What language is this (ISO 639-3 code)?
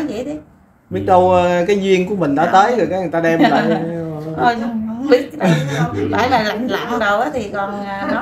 vie